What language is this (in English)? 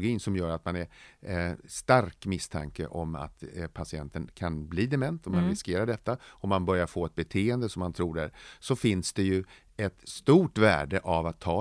Swedish